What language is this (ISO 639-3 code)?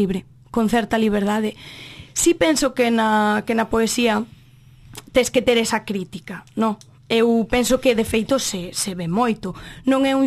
glg